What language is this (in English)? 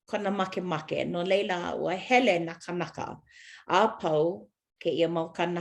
Hawaiian